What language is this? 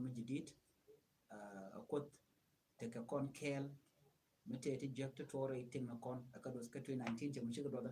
Nuer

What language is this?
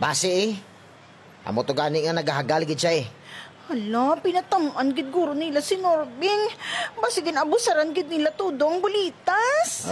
Hiligaynon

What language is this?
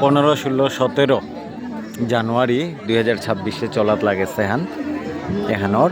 Bishnupriya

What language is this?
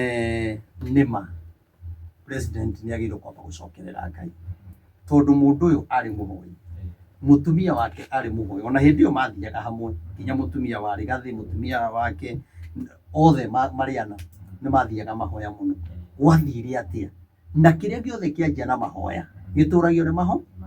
Kikuyu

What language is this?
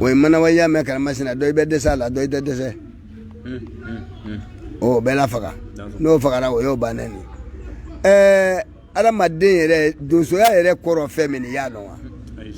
Bambara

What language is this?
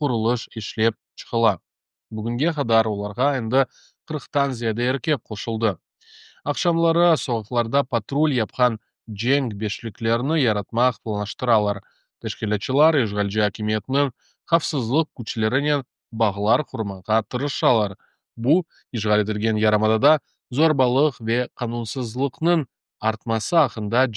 Crimean Tatar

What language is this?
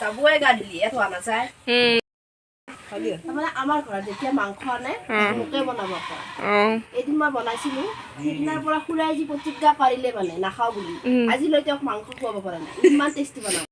Assamese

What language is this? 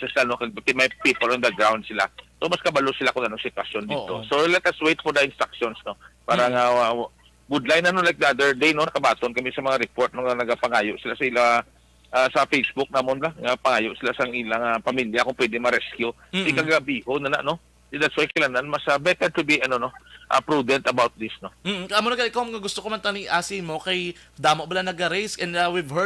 Hiligaynon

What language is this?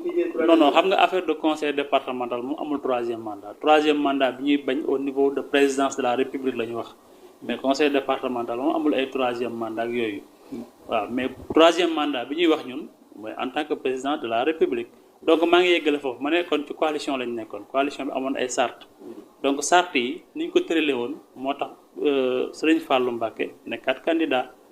Wolof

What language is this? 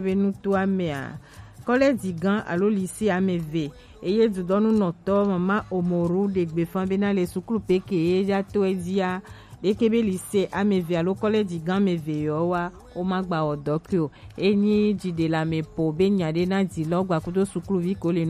Gen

